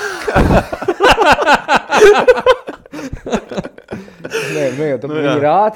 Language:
Latvian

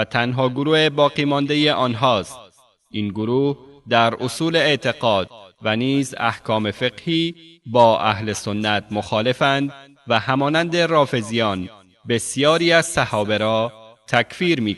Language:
Persian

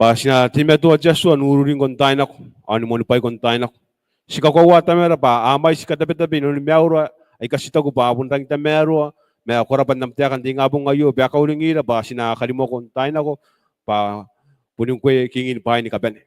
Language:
Gilbertese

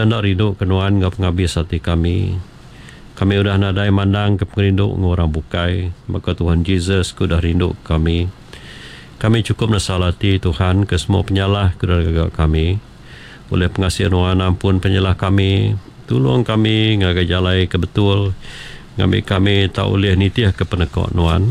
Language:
Iban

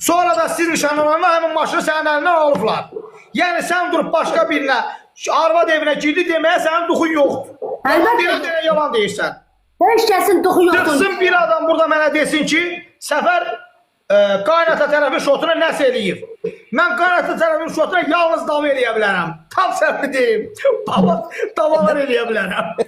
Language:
Azerbaijani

